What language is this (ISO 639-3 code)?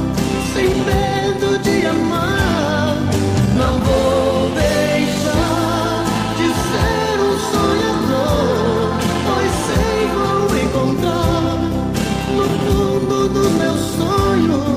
por